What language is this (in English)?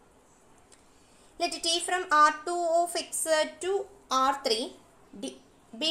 Malayalam